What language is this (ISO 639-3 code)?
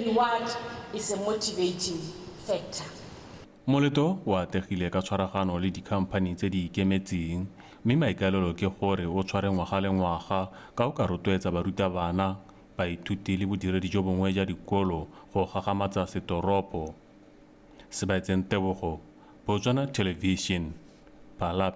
tsn